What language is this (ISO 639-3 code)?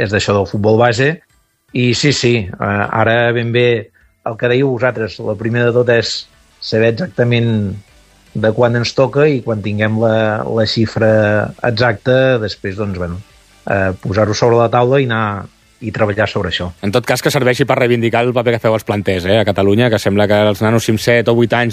cat